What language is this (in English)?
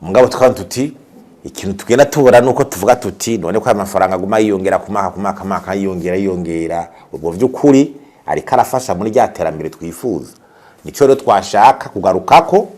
Rundi